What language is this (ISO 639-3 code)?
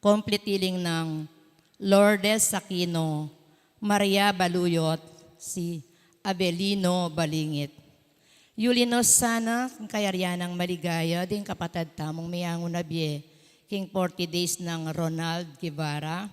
pam